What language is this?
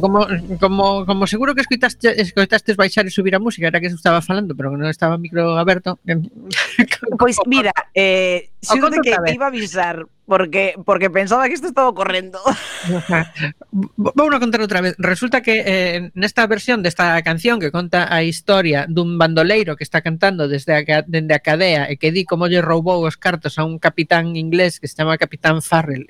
Galician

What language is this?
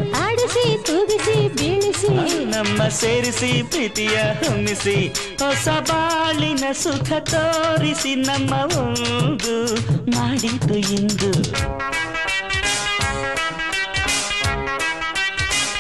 Kannada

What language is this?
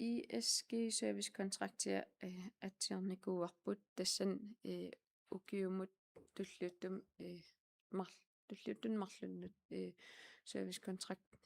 Kalaallisut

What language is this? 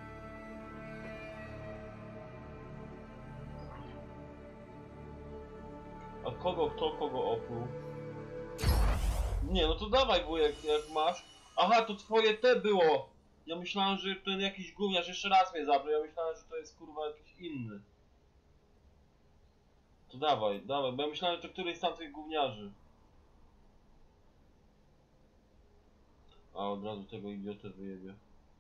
Polish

